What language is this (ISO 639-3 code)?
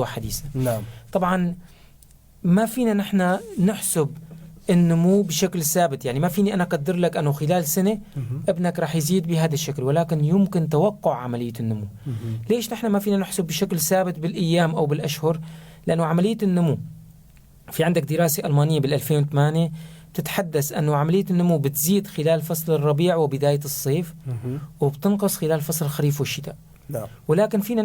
apc